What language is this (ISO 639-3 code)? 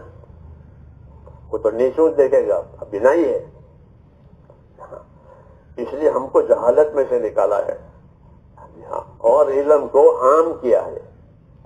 urd